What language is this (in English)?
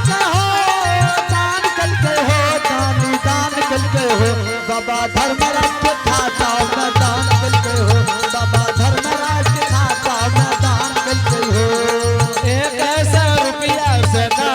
Angika